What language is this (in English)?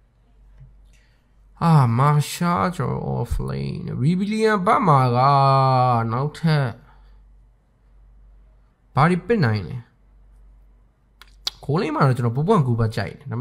Burmese